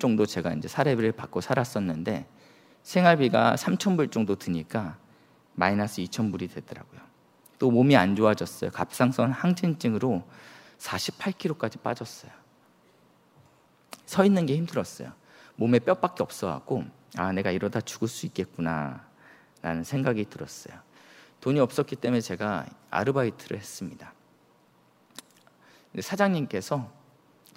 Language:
Korean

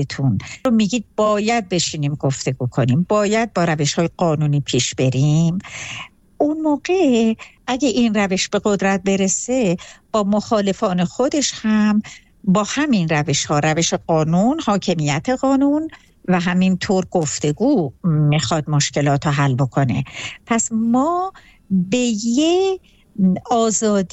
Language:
Persian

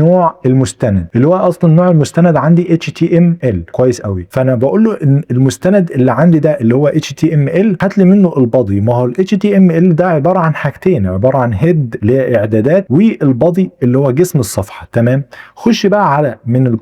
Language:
Egyptian Arabic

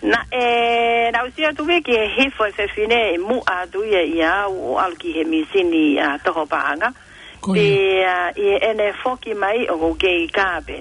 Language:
Tongan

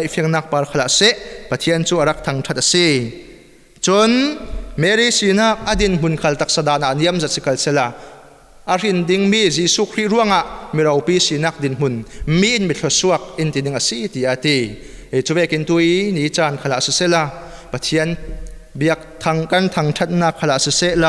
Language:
Falam Chin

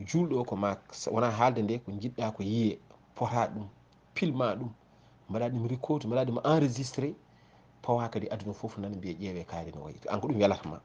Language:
Fula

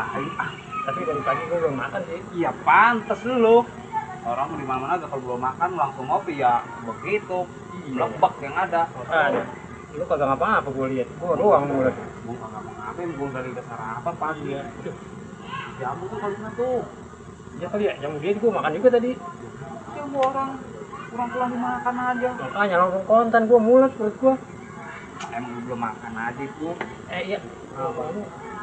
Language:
Betawi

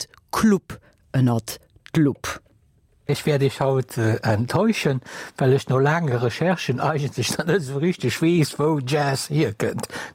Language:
Luxembourgish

